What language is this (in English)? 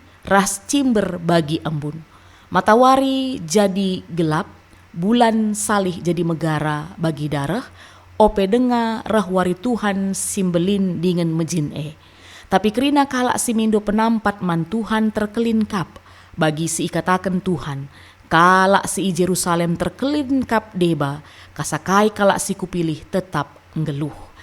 Batak Karo